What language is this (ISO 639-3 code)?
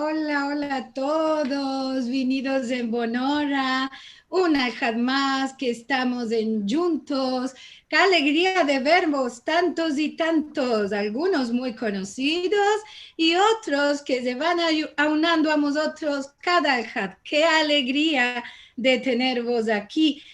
lad